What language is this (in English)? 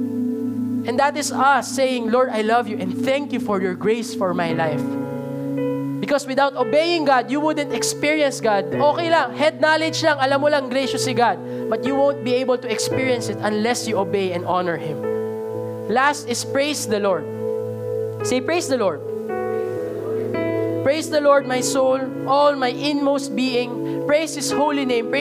Filipino